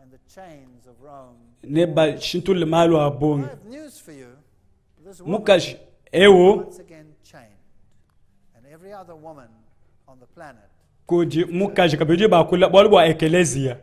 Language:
Luba-Lulua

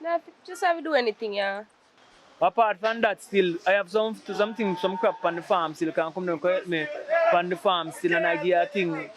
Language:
Jamaican Creole English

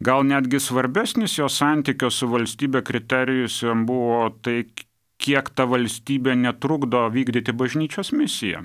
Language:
Lithuanian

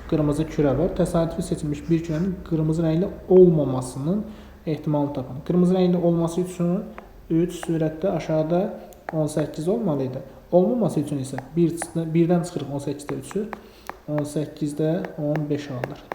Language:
Azerbaijani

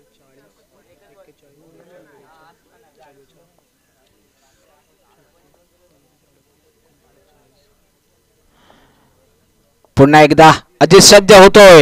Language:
Marathi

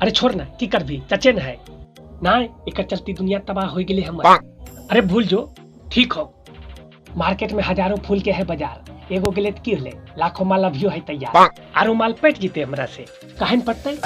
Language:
Magahi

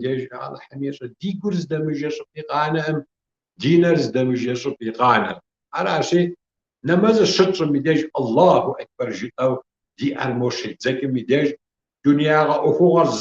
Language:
Kabardian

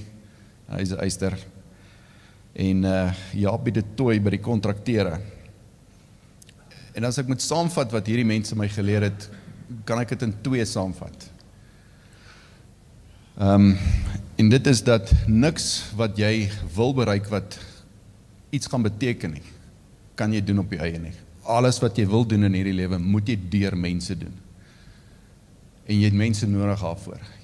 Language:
Afrikaans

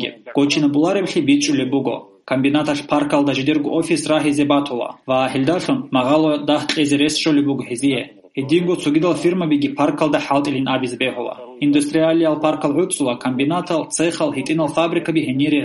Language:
Avaric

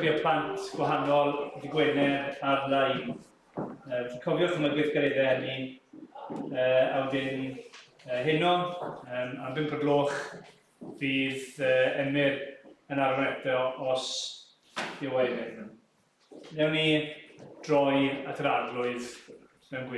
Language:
Welsh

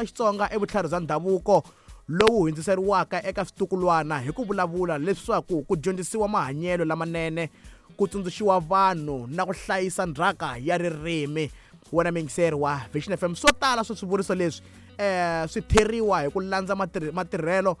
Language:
Tsonga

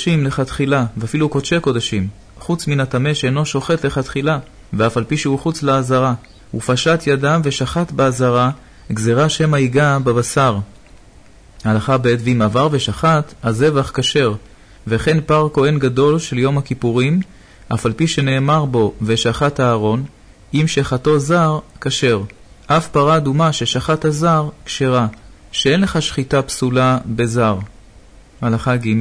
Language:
Hebrew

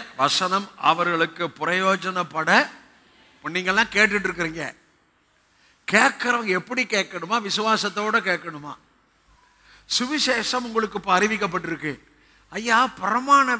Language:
Tamil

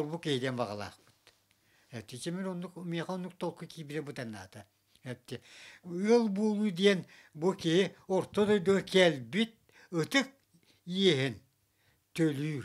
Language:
Yakut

